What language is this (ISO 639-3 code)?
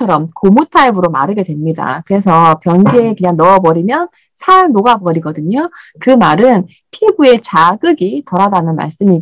kor